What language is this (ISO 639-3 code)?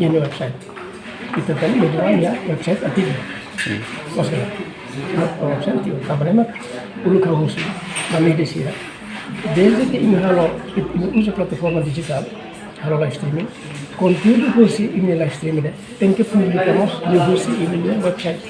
tet